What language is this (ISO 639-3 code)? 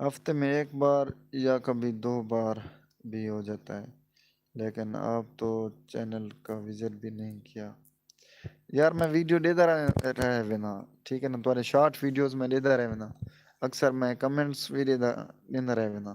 skr